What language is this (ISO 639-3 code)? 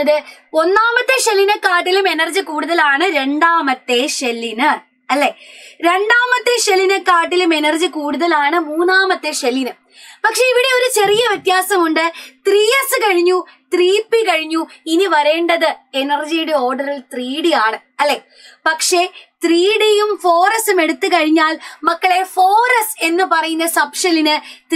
mal